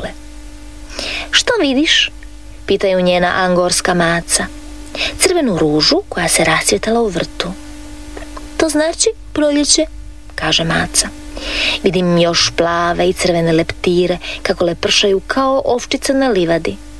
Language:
Croatian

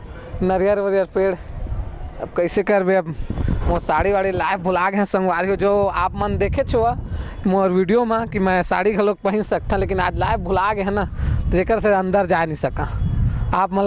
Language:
Chhattisgarhi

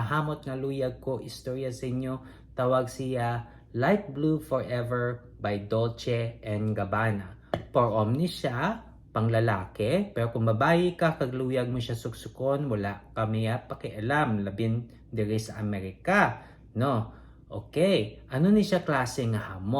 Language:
Hiligaynon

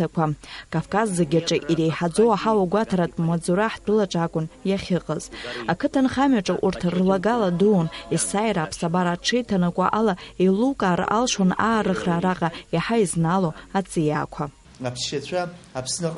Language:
Abkhazian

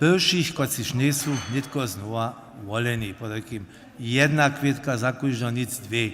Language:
Upper Sorbian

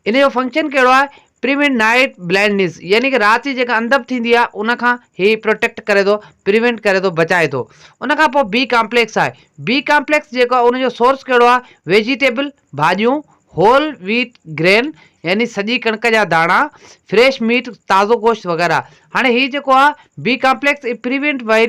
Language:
Sindhi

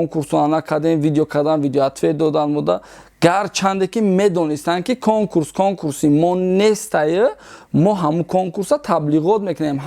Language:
Tajik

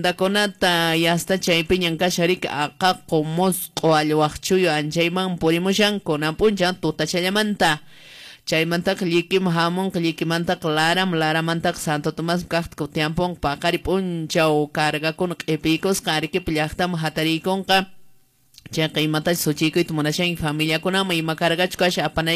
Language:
Quechua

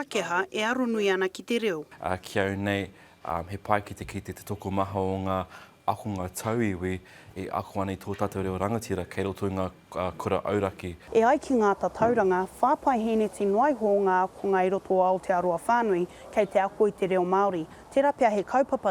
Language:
Māori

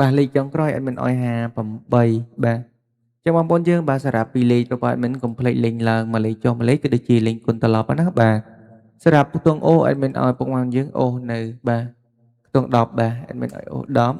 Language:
Khmer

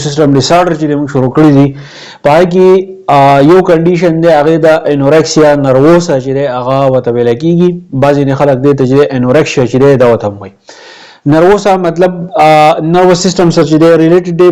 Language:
Pashto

